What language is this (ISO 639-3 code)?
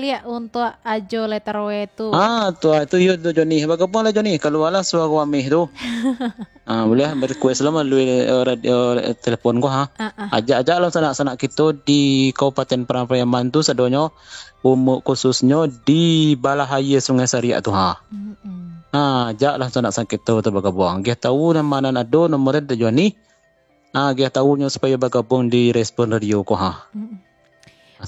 min